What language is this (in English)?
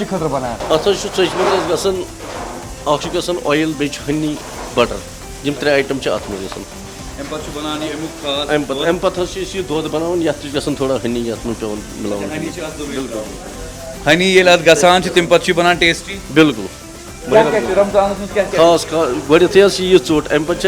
Kashmiri